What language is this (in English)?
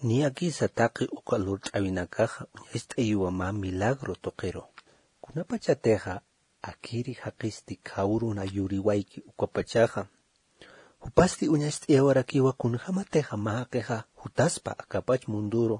Aymara